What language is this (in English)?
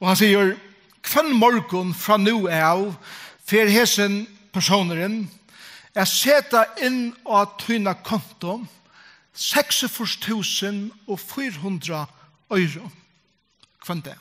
Faroese